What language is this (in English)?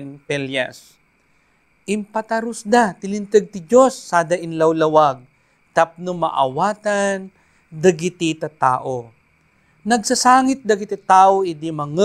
Iloko